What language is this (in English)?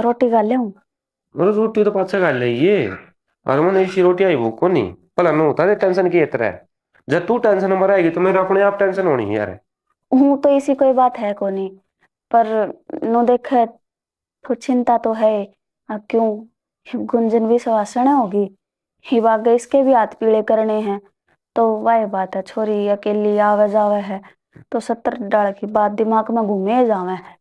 Haryanvi